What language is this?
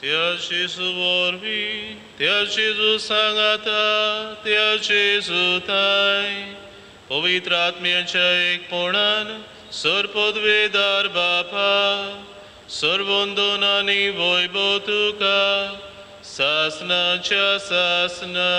Konkani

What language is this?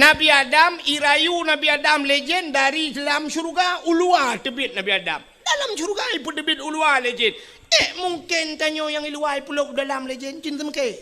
Achinese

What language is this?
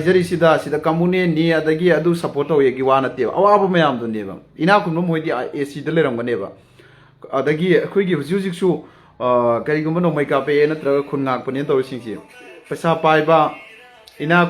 Manipuri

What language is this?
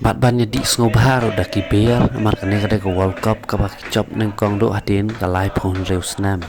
Khasi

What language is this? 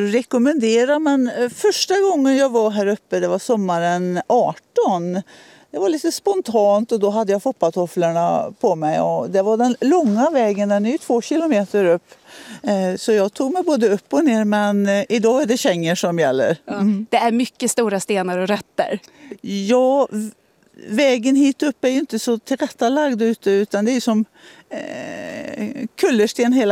Swedish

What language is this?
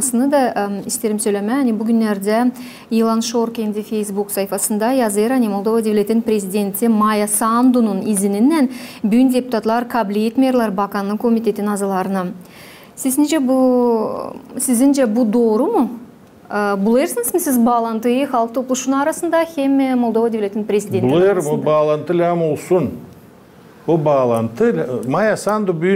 Gagauz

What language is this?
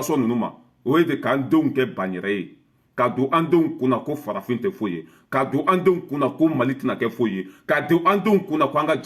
Bambara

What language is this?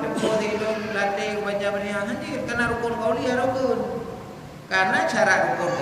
Achinese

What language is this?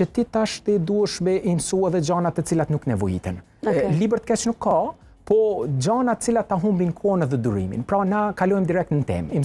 Albanian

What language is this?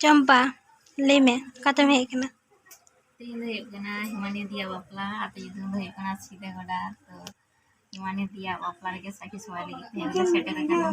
Santali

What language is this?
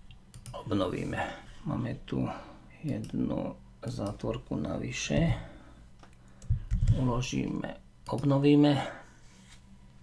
Slovak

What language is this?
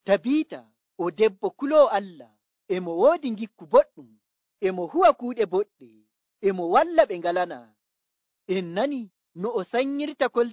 Nigerian Fulfulde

